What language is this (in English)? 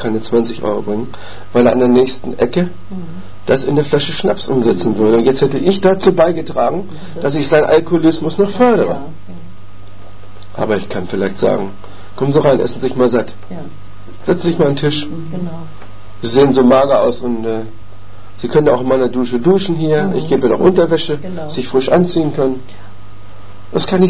German